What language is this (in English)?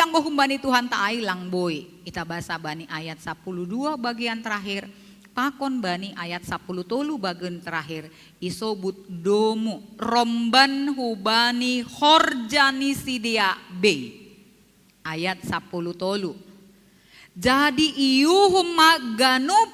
Batak Simalungun